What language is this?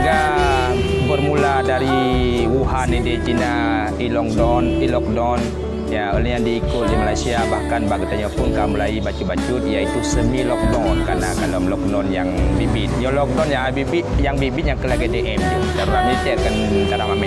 Achinese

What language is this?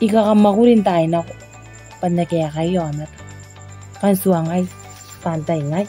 Gilbertese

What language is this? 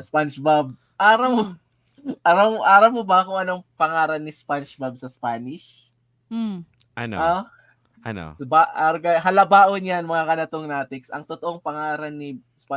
Bikol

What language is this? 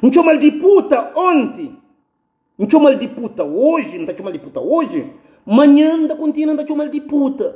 Kabuverdianu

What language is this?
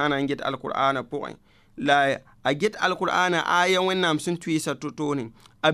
Mossi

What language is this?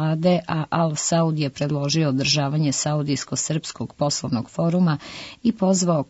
Serbian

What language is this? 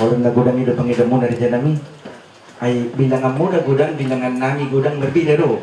Batak Toba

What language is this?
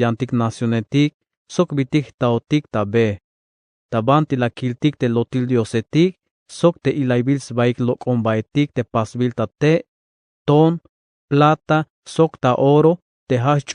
Tzeltal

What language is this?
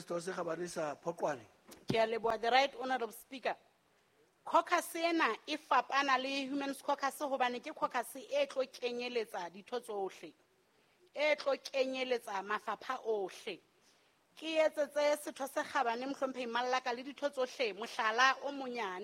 Southern Sotho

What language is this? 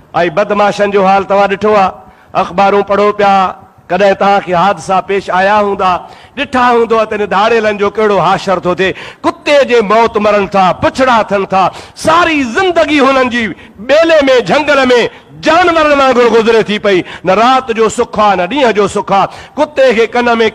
Sindhi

